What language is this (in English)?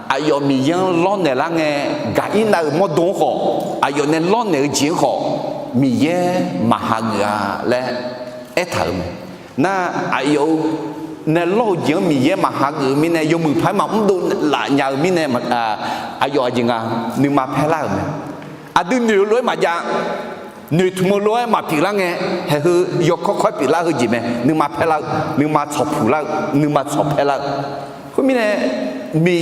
Akha